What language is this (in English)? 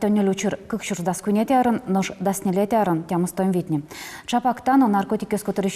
Udmurt